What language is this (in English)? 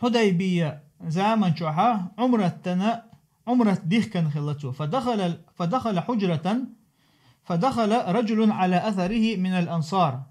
Chechen